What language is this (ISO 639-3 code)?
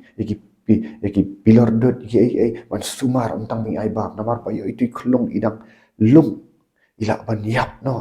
kha